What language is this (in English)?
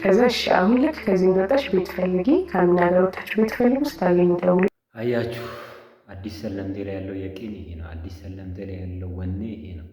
Amharic